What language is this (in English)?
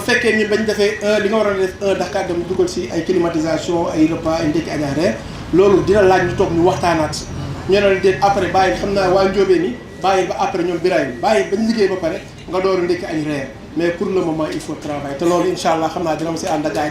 Wolof